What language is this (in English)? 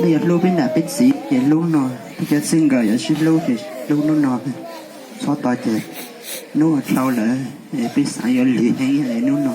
Hmong